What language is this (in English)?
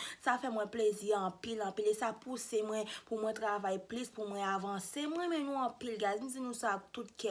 Haitian Creole